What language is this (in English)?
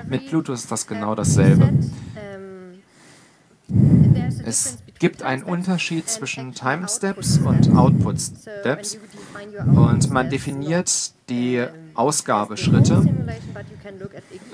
German